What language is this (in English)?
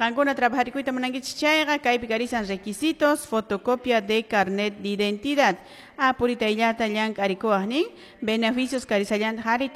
Quechua